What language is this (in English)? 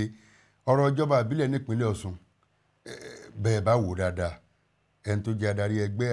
Yoruba